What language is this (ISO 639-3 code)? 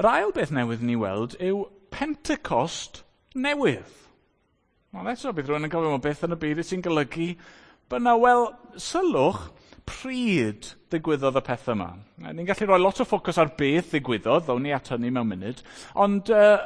cym